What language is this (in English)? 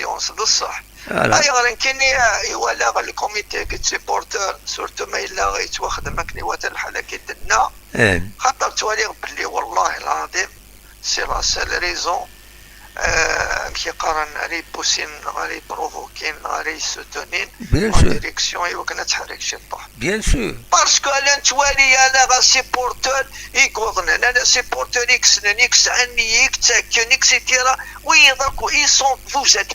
Kabyle